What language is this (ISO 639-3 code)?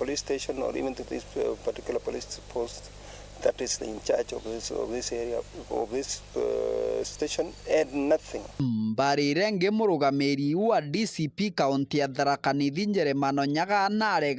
mer